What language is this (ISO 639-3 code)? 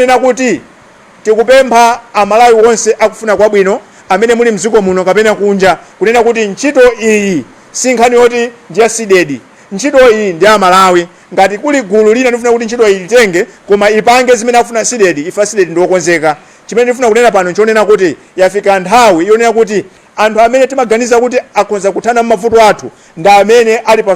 nya